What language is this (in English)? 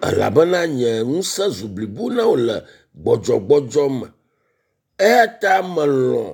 Ewe